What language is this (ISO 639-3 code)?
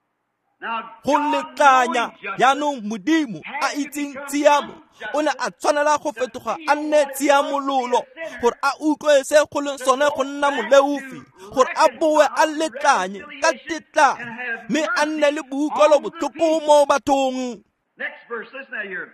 tsn